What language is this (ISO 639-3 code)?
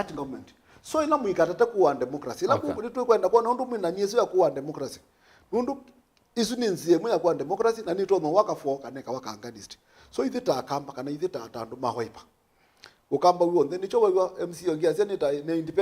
kam